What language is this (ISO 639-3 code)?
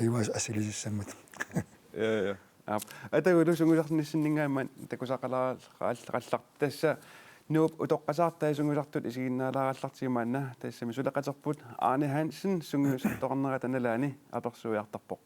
kal